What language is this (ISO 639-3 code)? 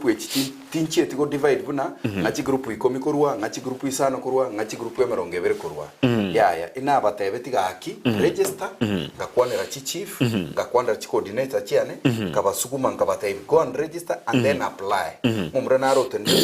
guz